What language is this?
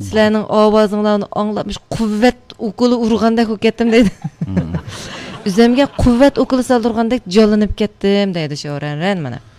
Uyghur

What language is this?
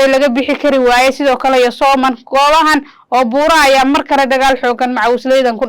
Somali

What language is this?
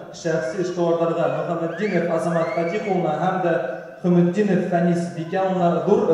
Bashkir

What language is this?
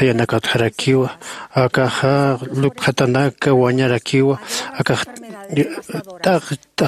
Aymara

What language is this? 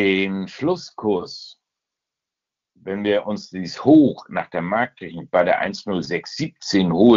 German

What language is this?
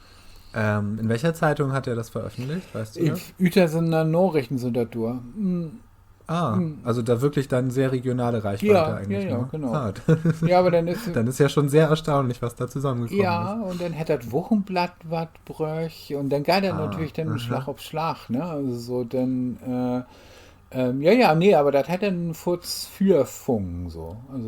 Low German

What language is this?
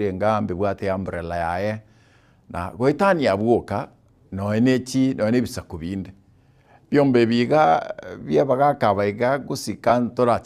Gusii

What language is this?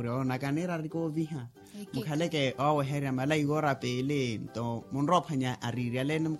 Makhuwa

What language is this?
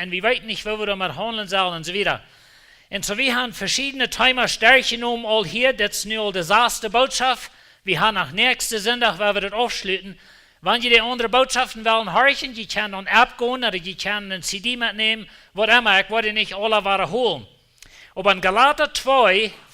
Plautdietsch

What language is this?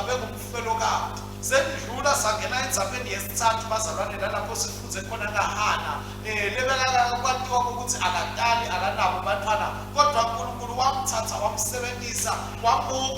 Swati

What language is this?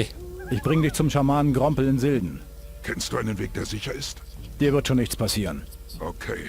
Bavarian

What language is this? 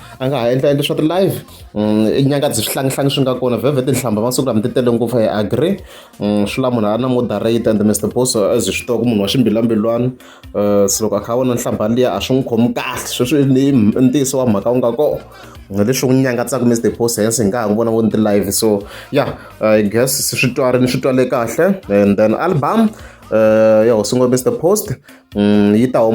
Tsonga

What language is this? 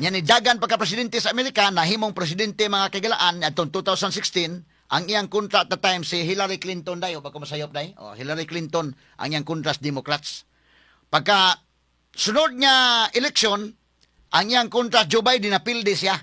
Cebuano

